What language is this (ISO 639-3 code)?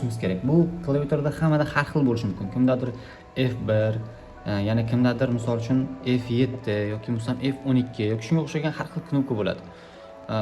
uzb